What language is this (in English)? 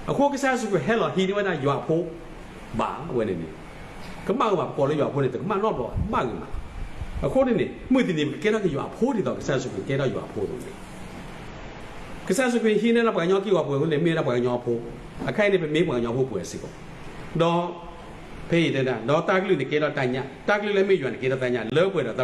S'gaw Karen